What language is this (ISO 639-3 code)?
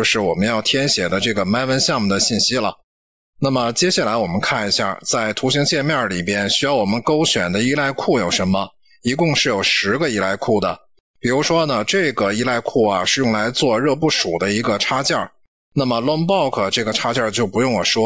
zho